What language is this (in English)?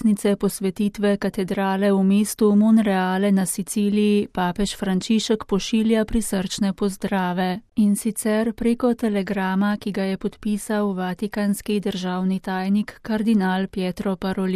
Slovenian